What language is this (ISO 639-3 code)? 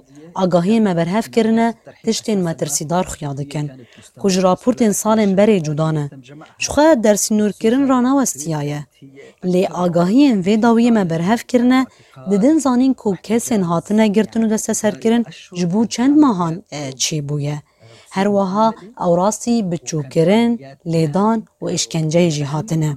kur